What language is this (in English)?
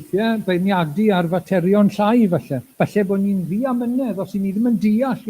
Welsh